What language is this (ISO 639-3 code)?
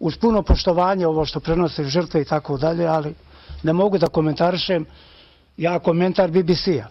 bos